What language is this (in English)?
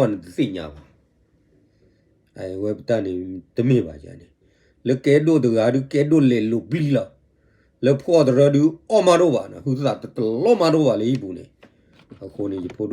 S'gaw Karen